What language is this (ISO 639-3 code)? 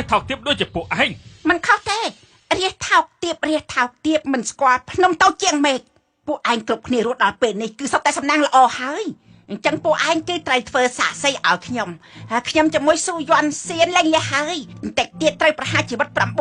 khm